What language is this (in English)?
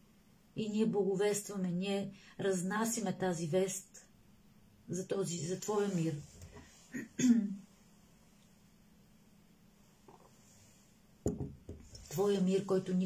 Bulgarian